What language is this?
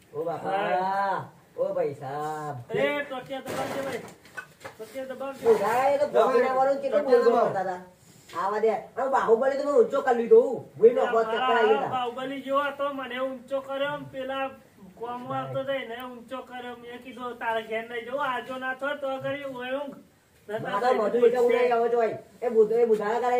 Gujarati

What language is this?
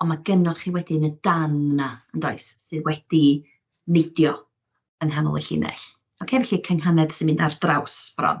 Welsh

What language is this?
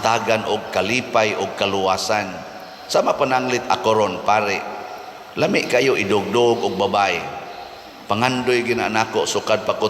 Cebuano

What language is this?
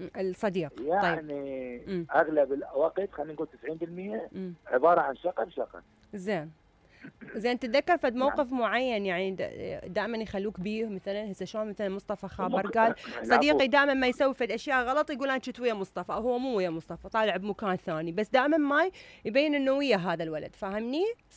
Mesopotamian Arabic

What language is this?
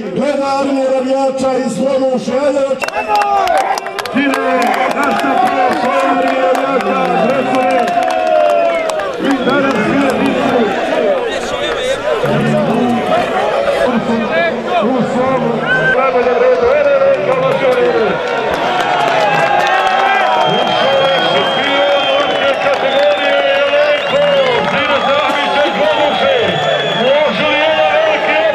Croatian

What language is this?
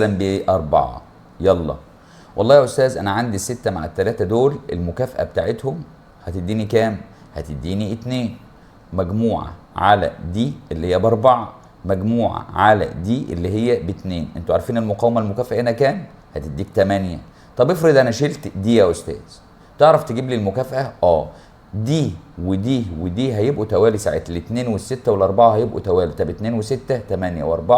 Egyptian Arabic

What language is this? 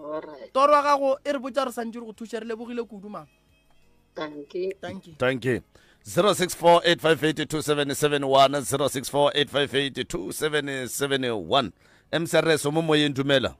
Northern Sotho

